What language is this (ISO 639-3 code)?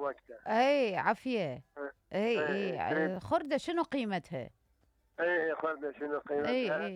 acm